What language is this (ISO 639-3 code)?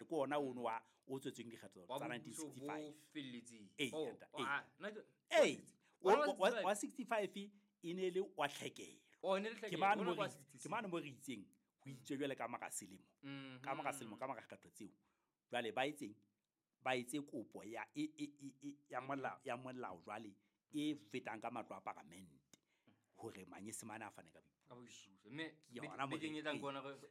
sot